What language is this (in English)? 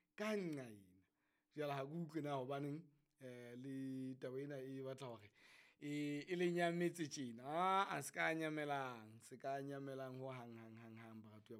Southern Sotho